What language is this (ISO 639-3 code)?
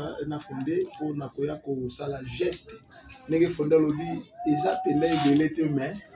lin